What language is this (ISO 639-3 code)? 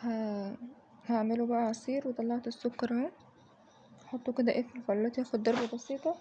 arz